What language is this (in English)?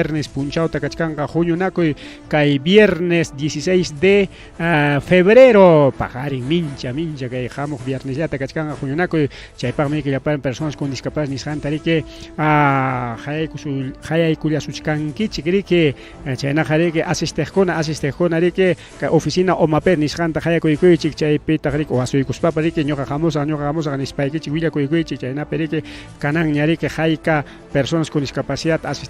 Ayacucho Quechua